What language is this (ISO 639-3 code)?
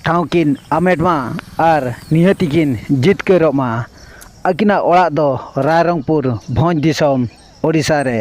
sat